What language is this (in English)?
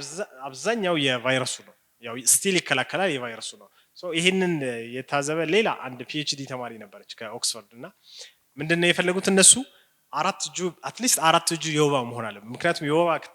Amharic